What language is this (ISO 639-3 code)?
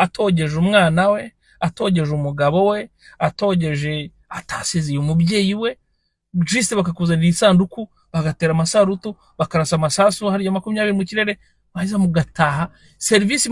kin